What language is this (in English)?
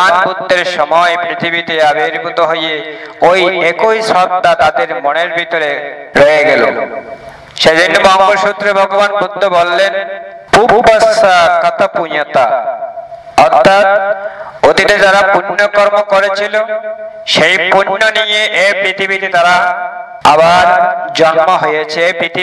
Bangla